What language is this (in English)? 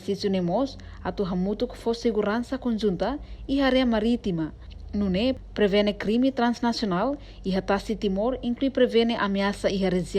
Tetum